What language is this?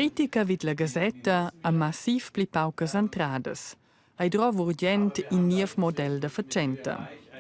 Romansh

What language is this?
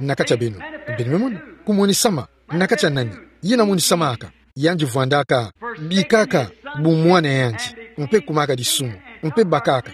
Kituba (Democratic Republic of Congo)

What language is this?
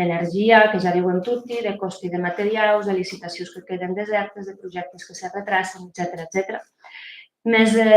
Occitan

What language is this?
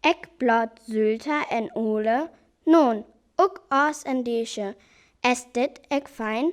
Northern Frisian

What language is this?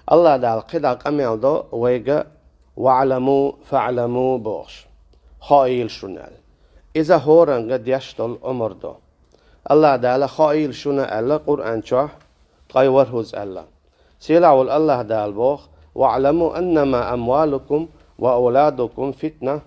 Chechen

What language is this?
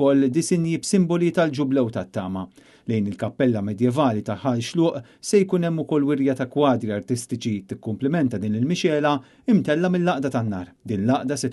Maltese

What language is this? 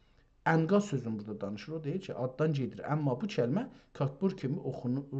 South Azerbaijani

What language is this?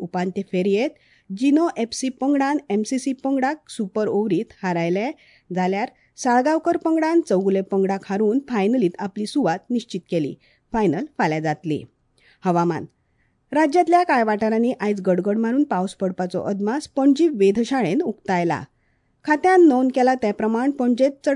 Konkani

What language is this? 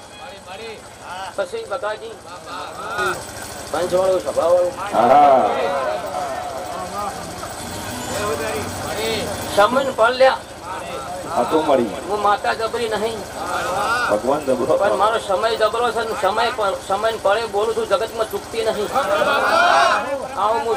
Gujarati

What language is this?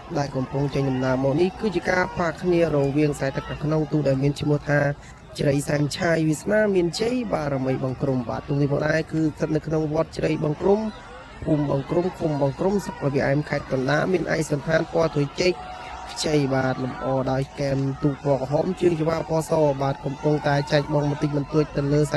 Khmer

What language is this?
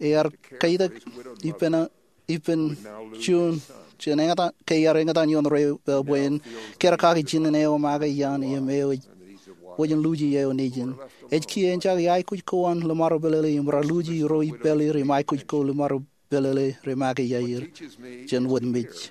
Marshallese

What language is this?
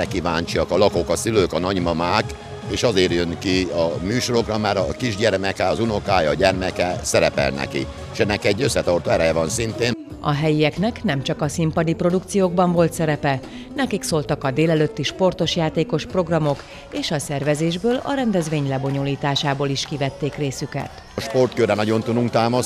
Hungarian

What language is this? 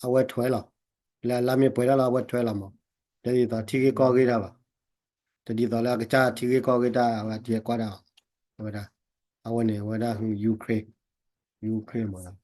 S'gaw Karen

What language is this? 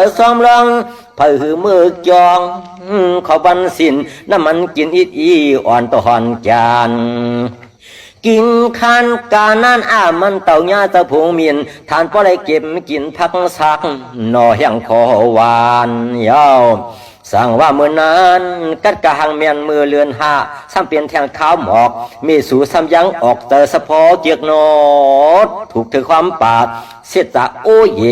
Shan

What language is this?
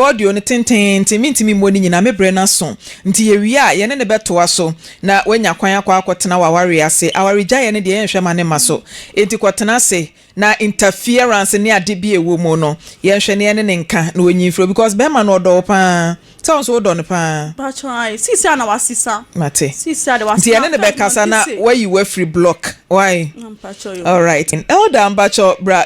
Akan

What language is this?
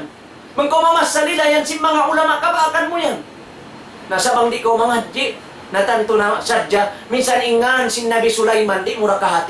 Tausug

